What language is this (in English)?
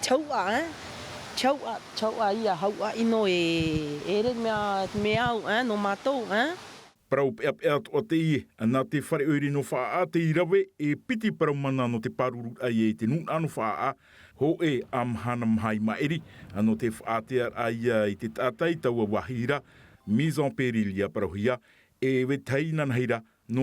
Tahitian